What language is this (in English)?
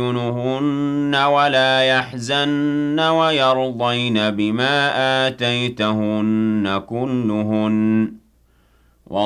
Arabic